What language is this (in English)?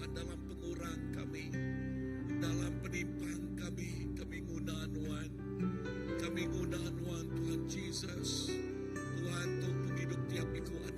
Iban